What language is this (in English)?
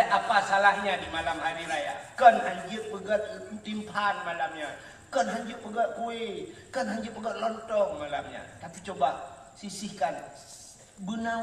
Achinese